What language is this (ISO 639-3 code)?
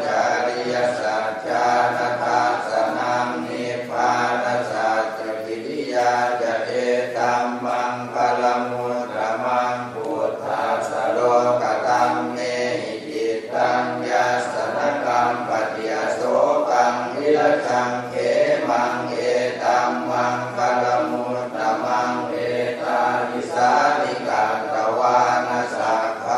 pli